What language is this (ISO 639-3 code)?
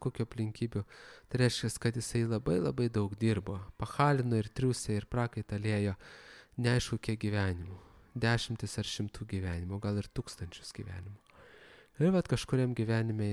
lit